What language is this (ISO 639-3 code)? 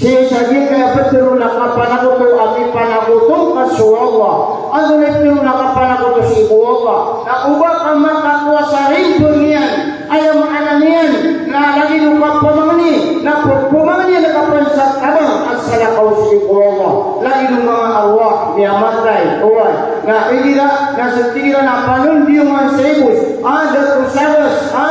mrw